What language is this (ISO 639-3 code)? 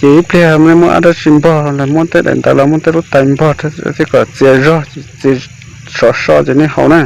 hmn